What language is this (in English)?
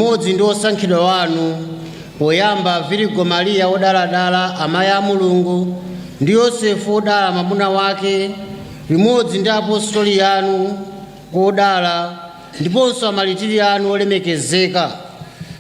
Nyanja